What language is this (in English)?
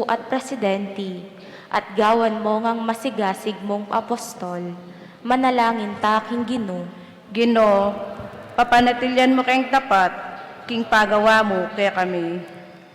Pampanga